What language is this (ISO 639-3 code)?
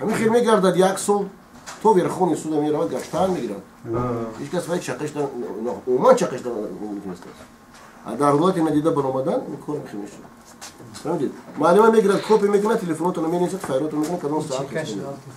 tgk